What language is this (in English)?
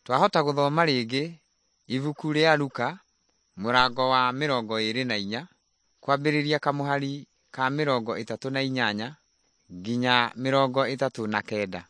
Kikuyu